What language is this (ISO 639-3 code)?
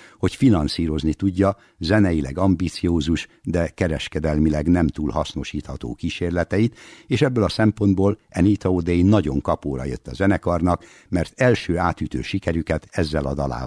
hun